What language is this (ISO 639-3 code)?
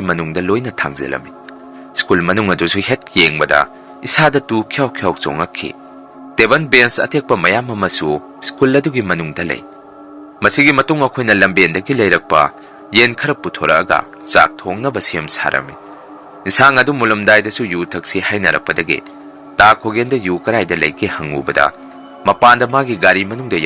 mni